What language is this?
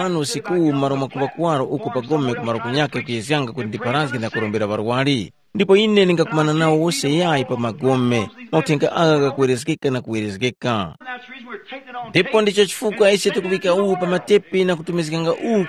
Tumbuka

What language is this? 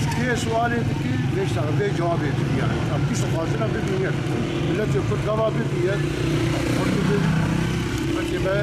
Kurdish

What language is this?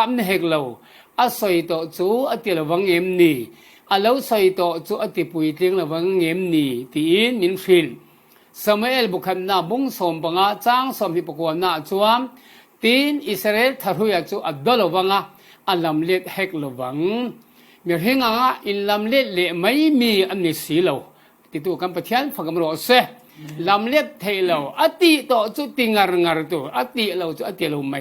Falam Chin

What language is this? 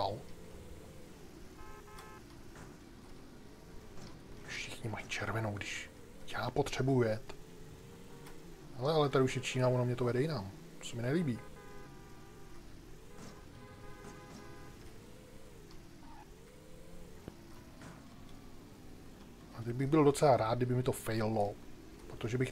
Czech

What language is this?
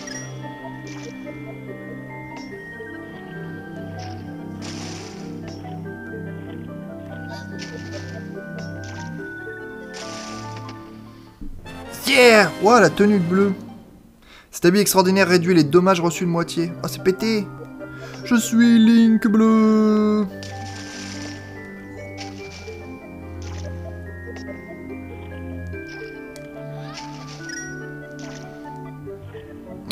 French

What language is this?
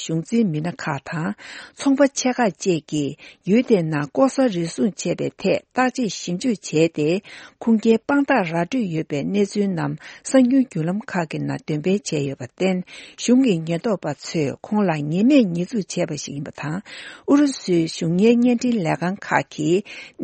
Tibetan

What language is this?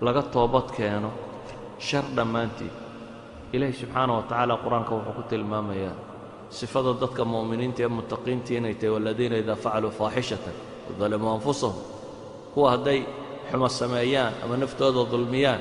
Somali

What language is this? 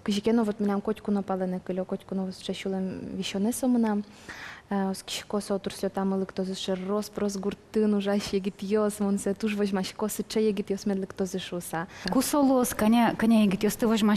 Udmurt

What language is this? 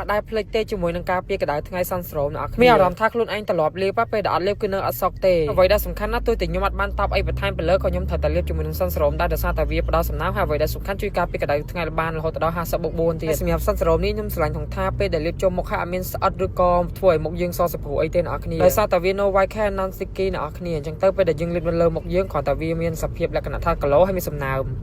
Khmer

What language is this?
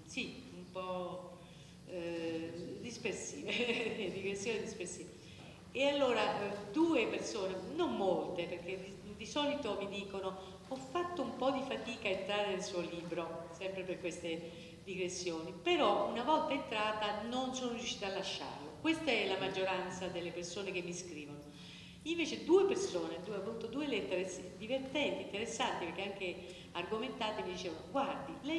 Italian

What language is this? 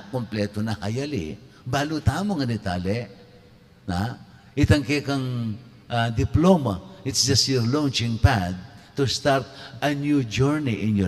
Pampanga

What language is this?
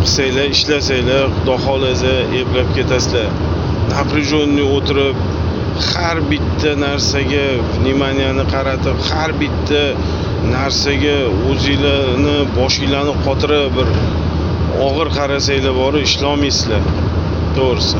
Uzbek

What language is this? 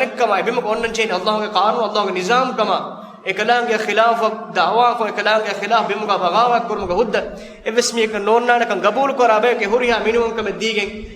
Divehi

